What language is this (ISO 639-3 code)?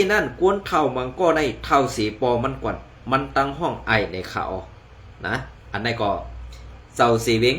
shn